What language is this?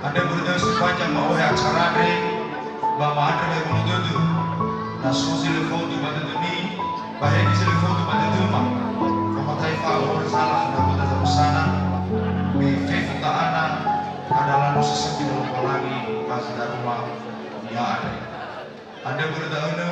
Nias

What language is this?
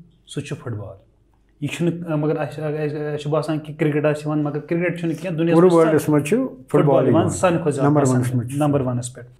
Kashmiri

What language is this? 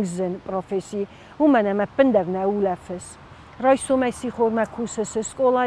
Ossetic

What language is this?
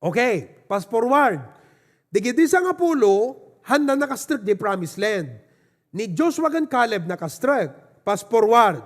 Iloko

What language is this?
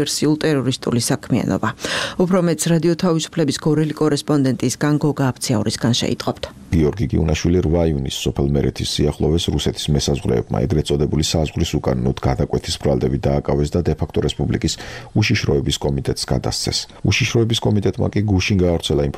Georgian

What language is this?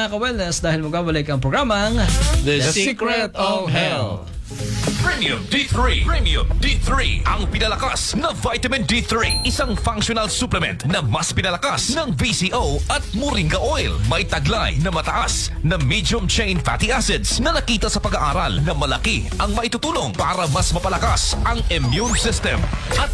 Filipino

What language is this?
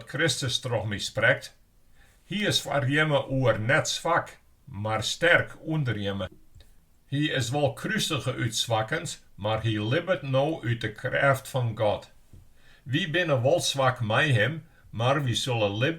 Western Frisian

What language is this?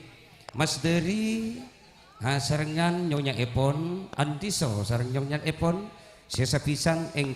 Madurese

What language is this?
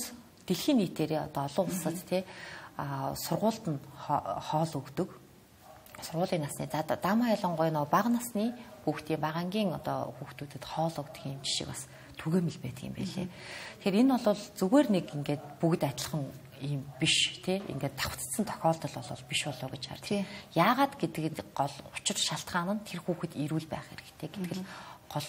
Mongolian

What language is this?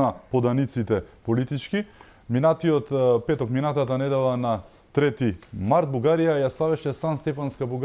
Macedonian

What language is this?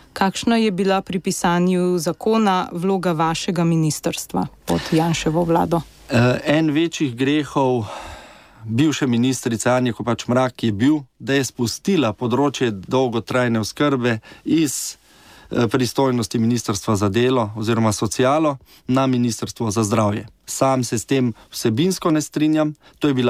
Slovenian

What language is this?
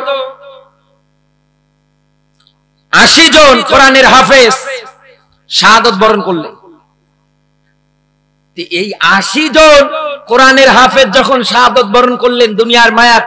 Bangla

